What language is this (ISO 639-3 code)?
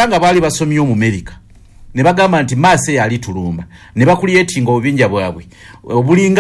lug